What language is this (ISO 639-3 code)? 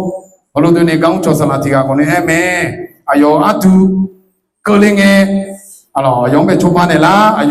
ahk